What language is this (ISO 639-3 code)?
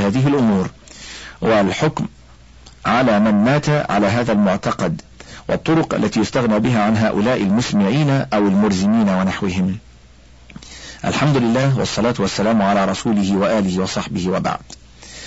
ara